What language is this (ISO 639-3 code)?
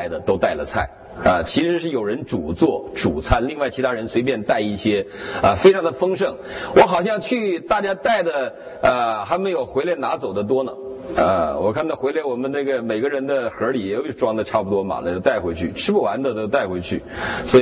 zho